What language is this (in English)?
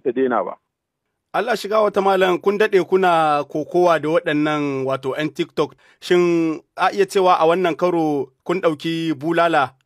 Hausa